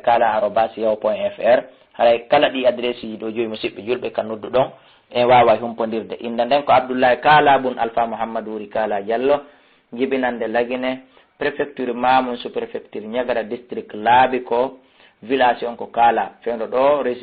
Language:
Fula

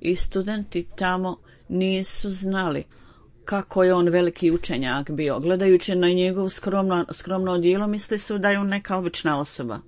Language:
Bosnian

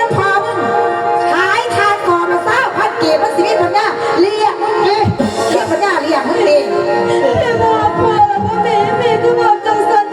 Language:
Northeastern Thai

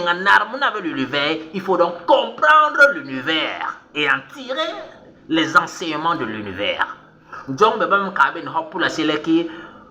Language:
Basaa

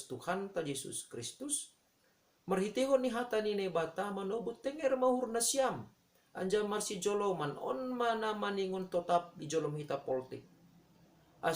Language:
Batak Simalungun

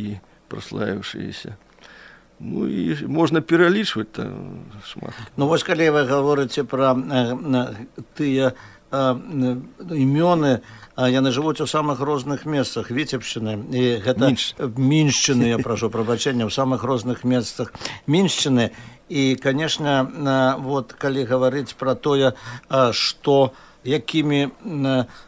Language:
Belarusian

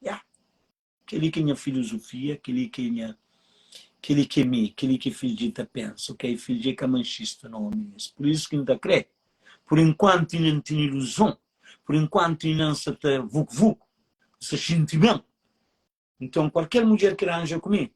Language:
Kabuverdianu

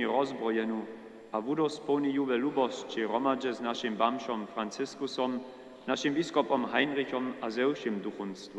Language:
Upper Sorbian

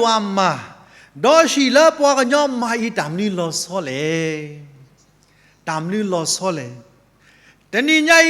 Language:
S'gaw Karen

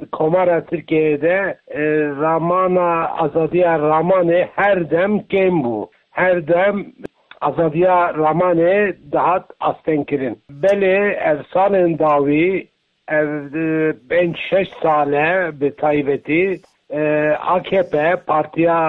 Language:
Kurdish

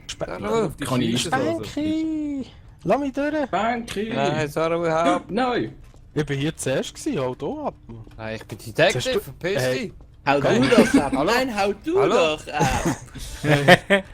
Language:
Swiss German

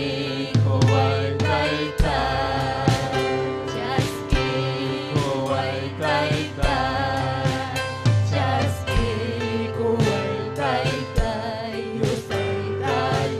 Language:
Ayacucho Quechua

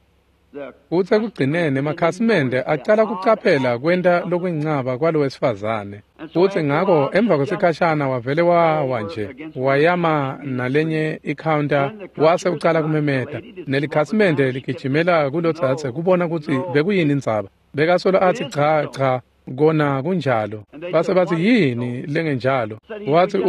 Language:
Swati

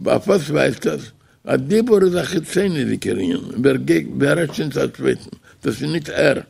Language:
Yiddish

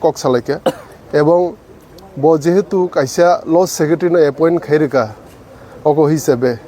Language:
Kok Borok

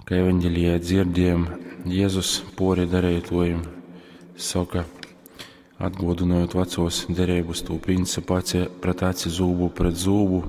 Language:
Latgalian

